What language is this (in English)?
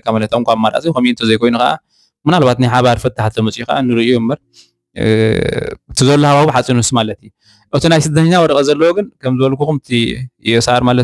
Tigrinya